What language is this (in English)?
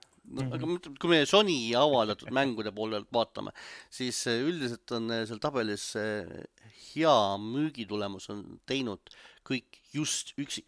Estonian